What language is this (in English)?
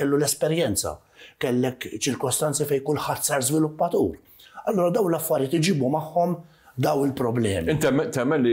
Maltese